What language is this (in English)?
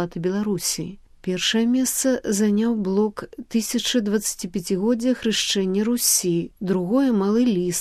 Belarusian